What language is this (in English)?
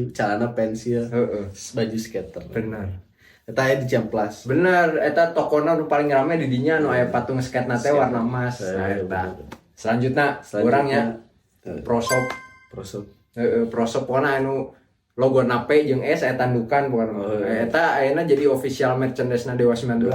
Sundanese